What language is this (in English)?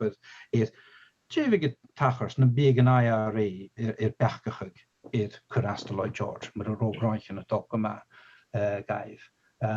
Scottish Gaelic